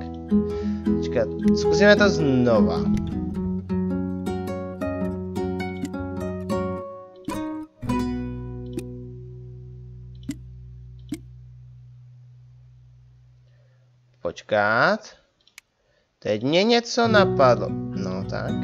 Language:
Czech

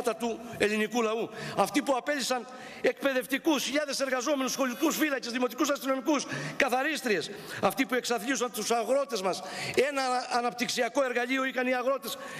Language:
Greek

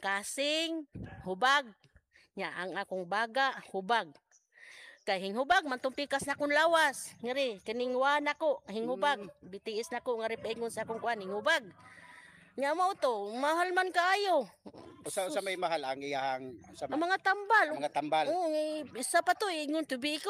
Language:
Cebuano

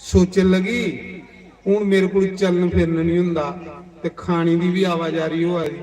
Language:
Dogri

